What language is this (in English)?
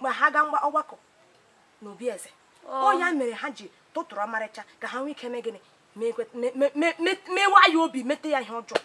Igbo